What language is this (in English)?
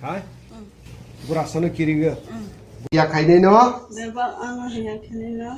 Kok Borok